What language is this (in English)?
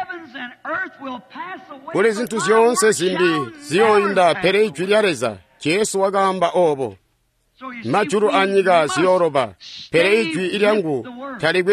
Tonga (Zambia)